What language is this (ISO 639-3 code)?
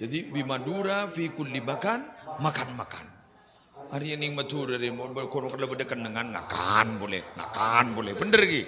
mad